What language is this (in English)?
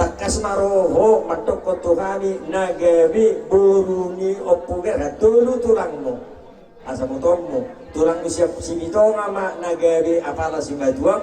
Batak Toba